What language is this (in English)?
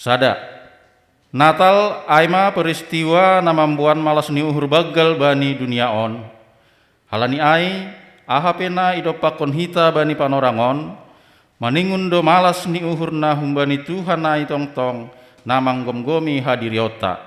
Batak Simalungun